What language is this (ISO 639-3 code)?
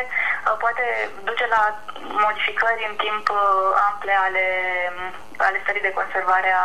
ron